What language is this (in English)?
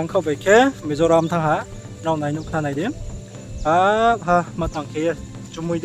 Riang (India)